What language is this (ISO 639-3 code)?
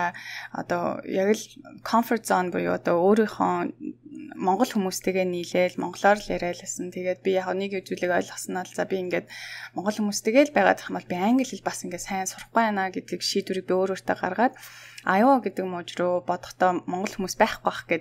mon